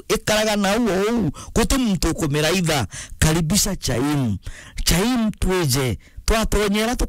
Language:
Meru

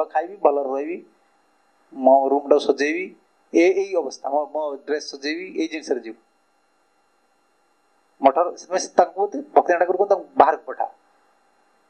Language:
Odia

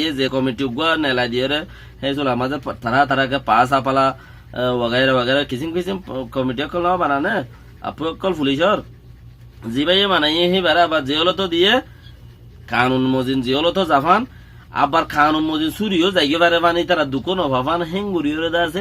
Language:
Rohingya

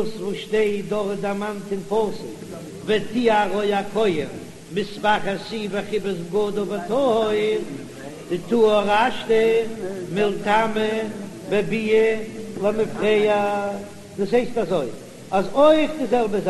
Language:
Yiddish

